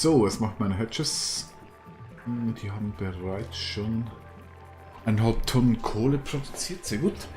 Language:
Swiss German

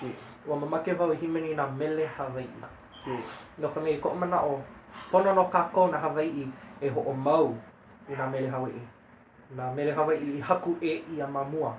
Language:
Hawaiian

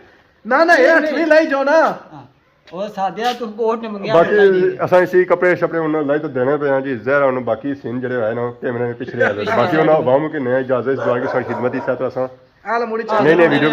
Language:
Pahari-Potwari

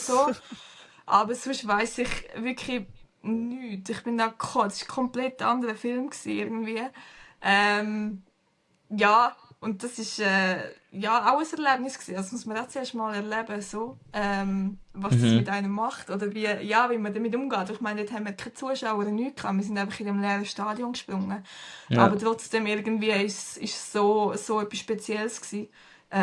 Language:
Swiss German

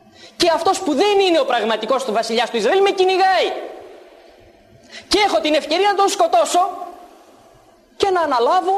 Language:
Greek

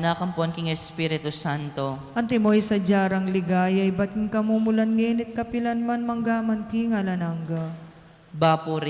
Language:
Pampanga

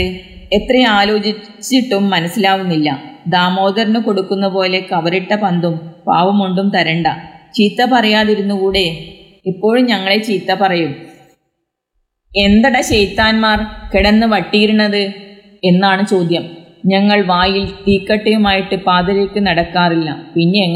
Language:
Malayalam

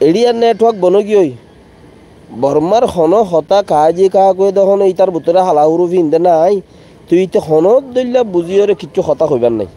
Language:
Rohingya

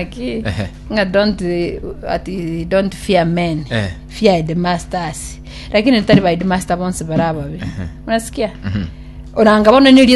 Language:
Gusii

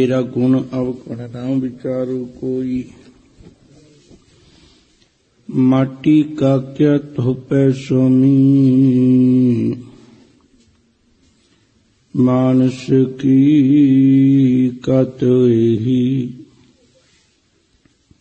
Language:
Punjabi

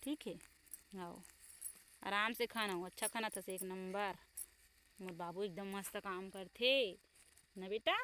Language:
Chhattisgarhi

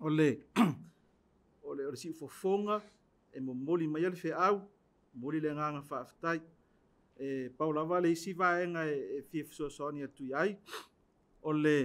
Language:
Samoan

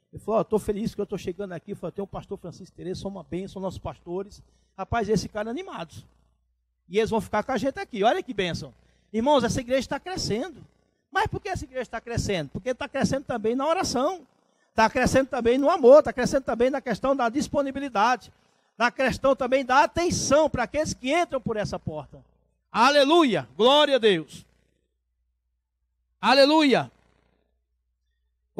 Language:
Portuguese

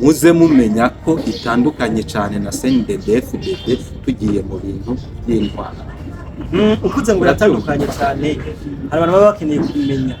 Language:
Rundi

